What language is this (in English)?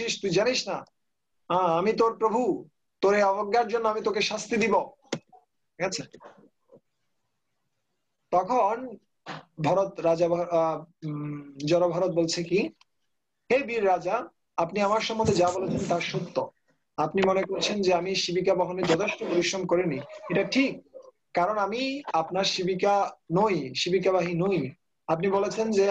Bangla